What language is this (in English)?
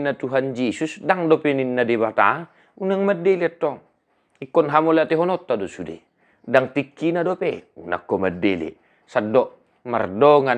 Batak Toba